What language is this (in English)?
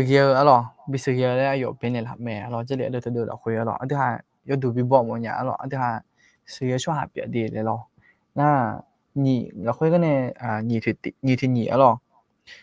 Akha